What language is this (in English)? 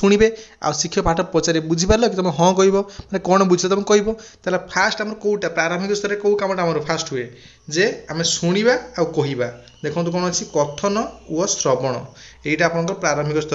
Odia